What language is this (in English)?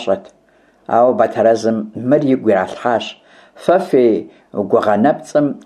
Kabardian